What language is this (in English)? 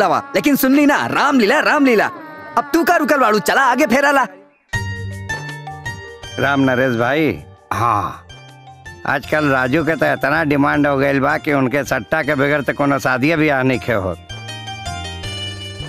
Bhojpuri